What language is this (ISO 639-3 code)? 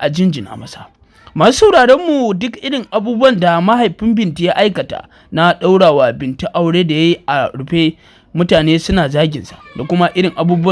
hau